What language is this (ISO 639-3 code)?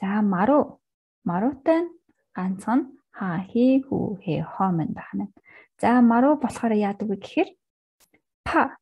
mon